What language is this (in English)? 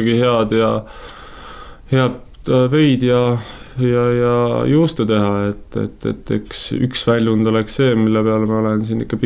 Estonian